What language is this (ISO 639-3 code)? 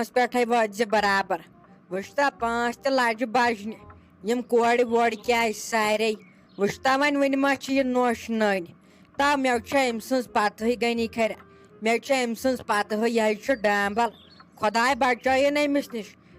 kas